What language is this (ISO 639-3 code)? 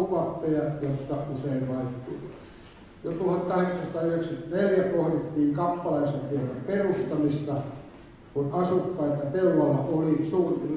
fin